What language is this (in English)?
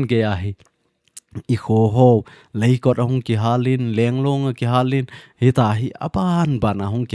Thado Chin